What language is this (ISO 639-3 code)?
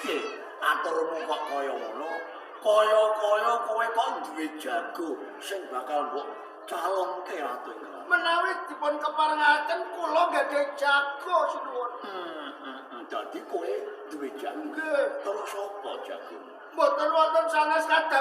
jav